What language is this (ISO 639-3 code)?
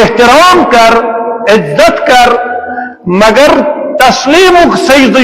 kas